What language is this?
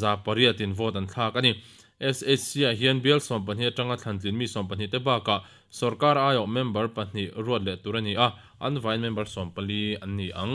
Mizo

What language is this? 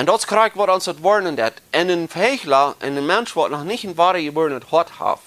Plautdietsch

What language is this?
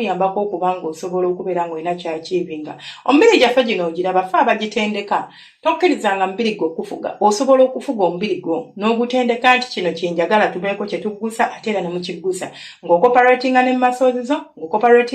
Ganda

